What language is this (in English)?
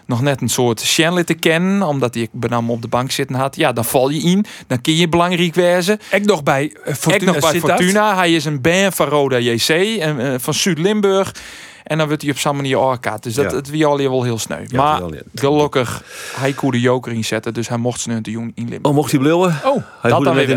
Western Frisian